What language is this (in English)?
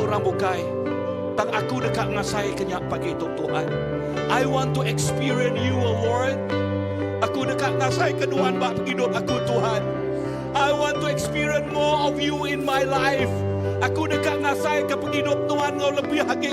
Iban